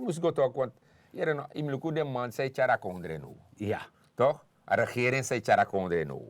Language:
Sranan Tongo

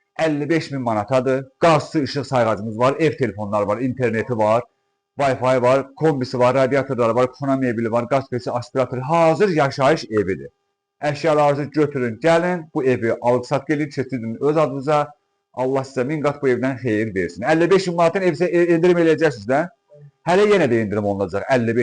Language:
Azerbaijani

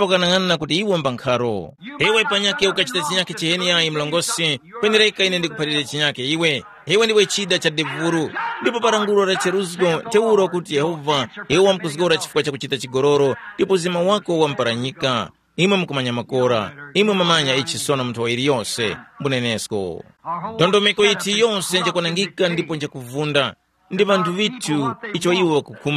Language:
Tumbuka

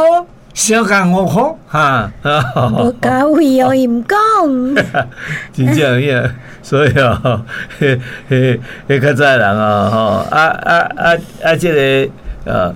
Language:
Min Nan Chinese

